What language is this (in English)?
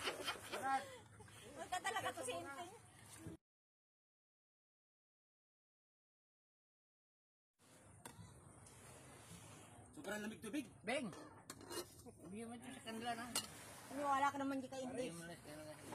Filipino